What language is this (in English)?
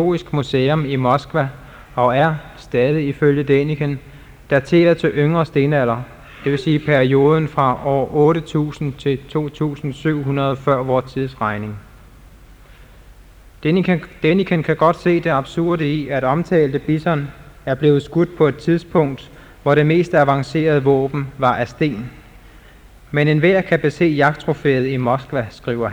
Danish